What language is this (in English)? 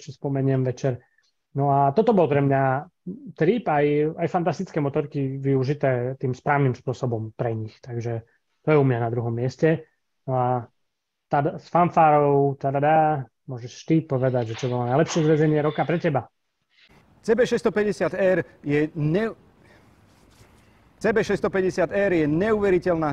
Slovak